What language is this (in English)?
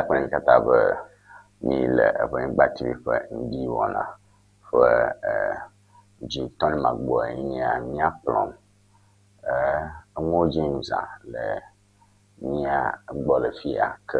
Ewe